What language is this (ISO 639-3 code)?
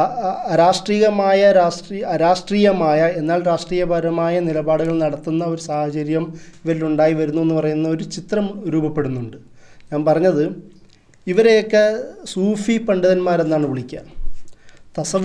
mal